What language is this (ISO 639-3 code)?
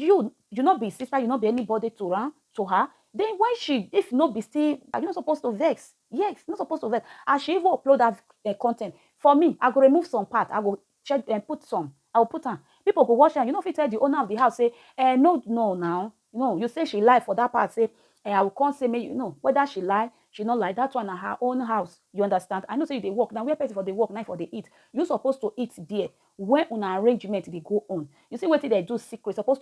pcm